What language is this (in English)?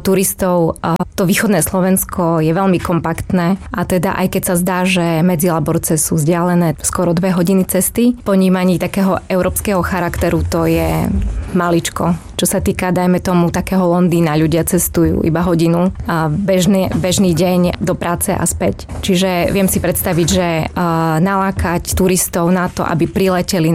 Slovak